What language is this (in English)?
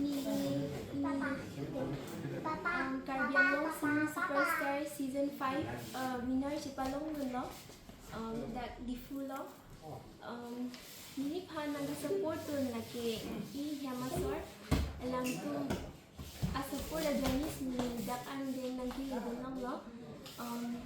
Karbi